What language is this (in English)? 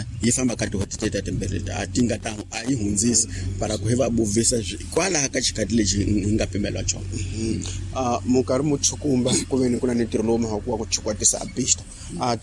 Tsonga